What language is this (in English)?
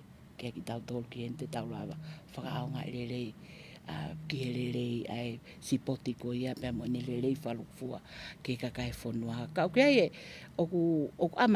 Tongan